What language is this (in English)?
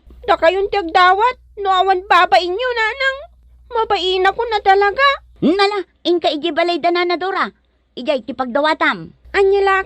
Iloko